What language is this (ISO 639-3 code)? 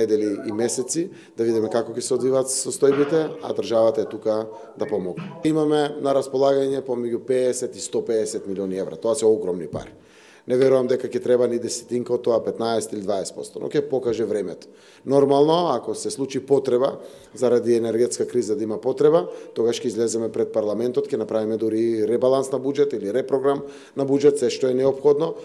mkd